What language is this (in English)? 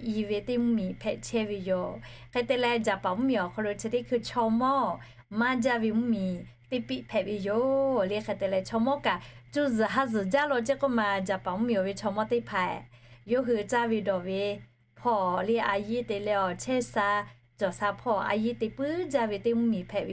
Lahu